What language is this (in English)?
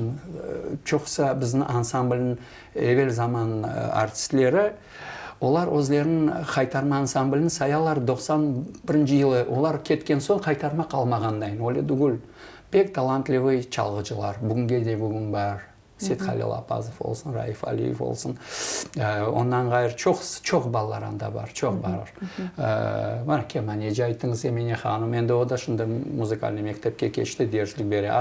Crimean Tatar